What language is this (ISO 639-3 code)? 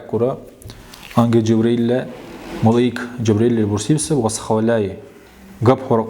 dar